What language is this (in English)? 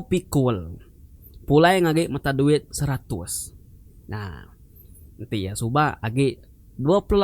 Iban